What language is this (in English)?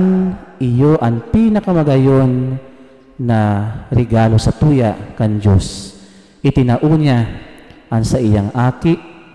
Bikol